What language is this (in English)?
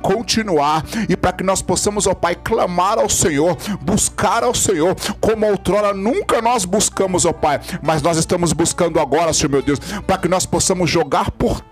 Portuguese